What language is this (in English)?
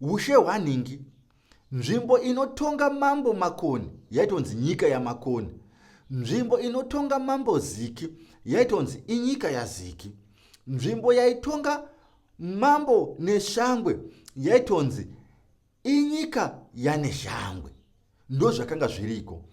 Shona